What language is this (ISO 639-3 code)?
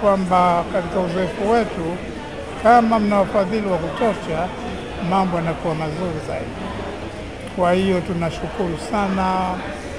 swa